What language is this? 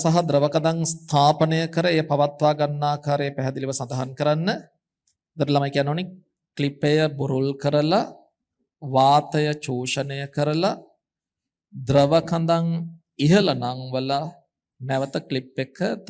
Sinhala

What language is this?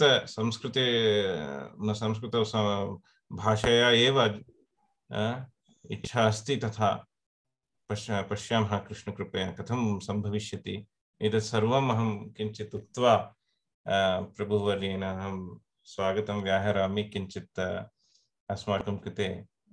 Sanskrit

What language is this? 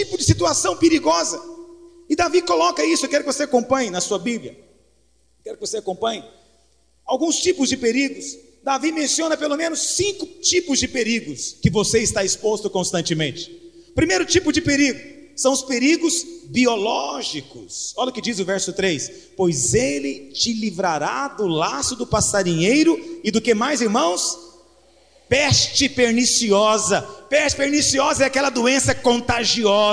Portuguese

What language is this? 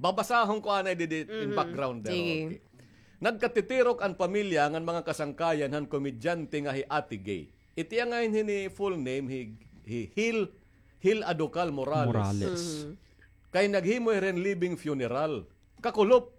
Waray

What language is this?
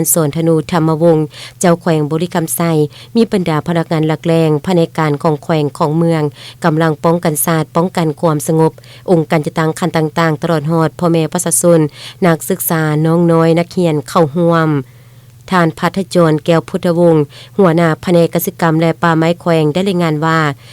Lao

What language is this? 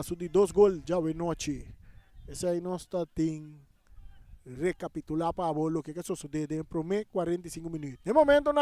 Papiamento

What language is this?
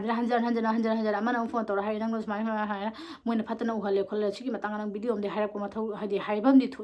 Manipuri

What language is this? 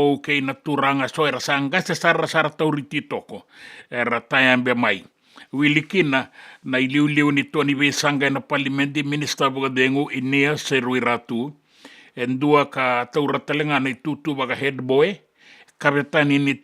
Fijian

